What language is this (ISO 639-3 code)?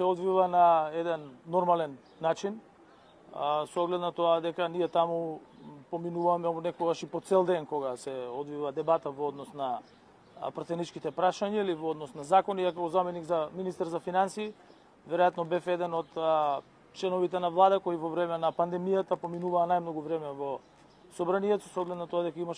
mkd